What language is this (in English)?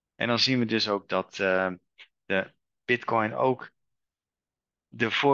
Dutch